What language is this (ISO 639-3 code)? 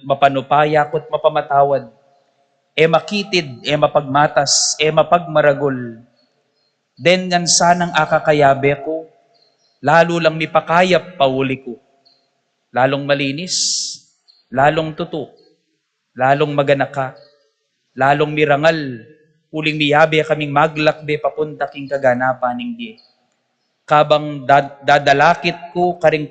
pam